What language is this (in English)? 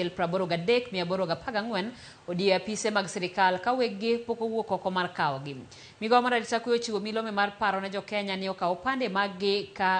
Luo (Kenya and Tanzania)